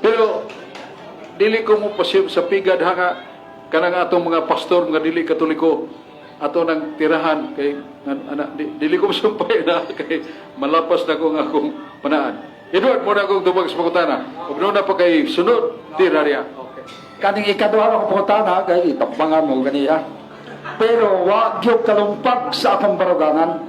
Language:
Cebuano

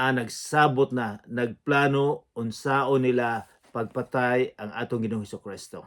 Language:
Cebuano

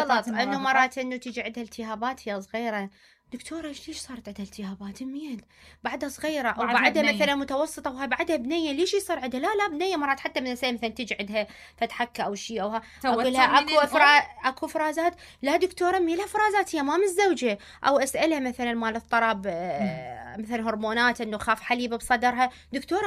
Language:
Mesopotamian Arabic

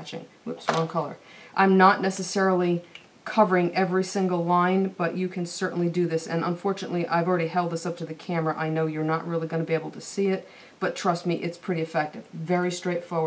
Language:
English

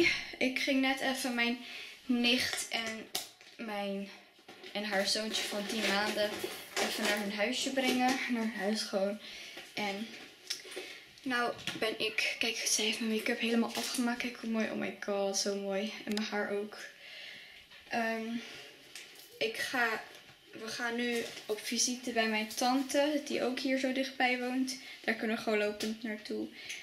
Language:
Dutch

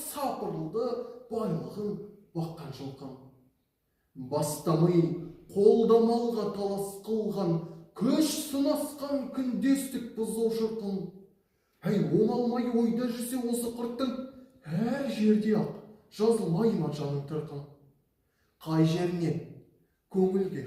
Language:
Kazakh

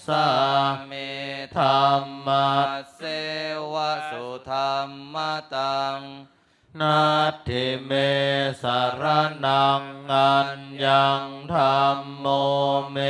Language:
Pali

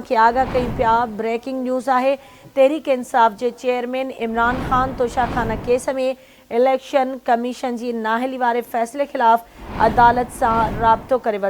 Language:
Sindhi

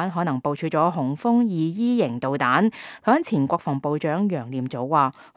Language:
Cantonese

